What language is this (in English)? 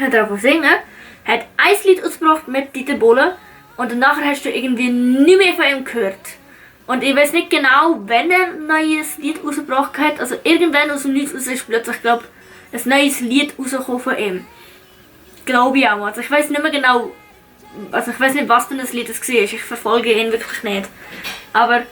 Swiss German